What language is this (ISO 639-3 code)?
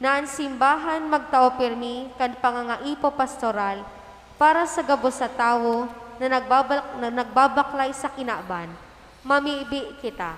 bik